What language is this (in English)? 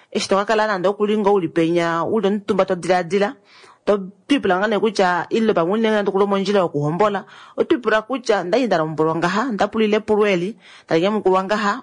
Kuanyama